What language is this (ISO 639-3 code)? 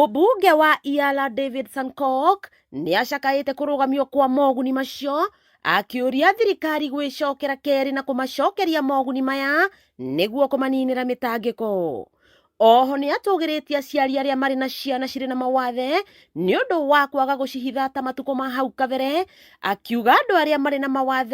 kik